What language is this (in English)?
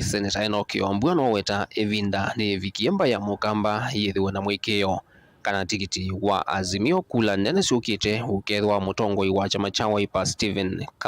Kamba